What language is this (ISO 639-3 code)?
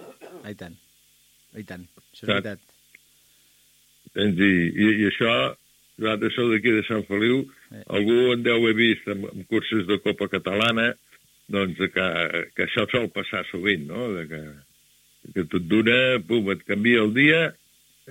cat